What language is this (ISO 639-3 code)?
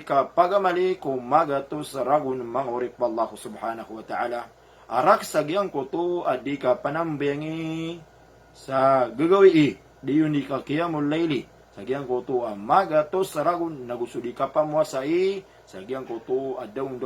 mrw